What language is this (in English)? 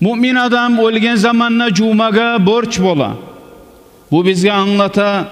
Kumyk